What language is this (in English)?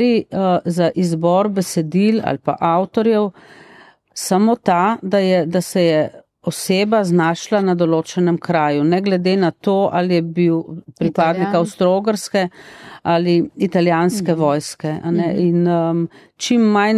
Slovenian